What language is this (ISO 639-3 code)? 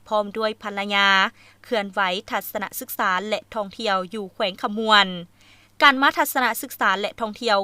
lao